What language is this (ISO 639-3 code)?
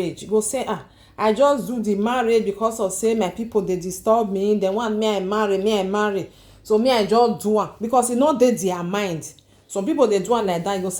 pcm